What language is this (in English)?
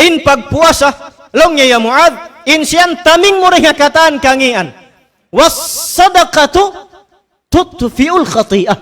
Tausug